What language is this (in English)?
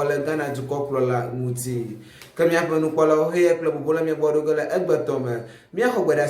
Ewe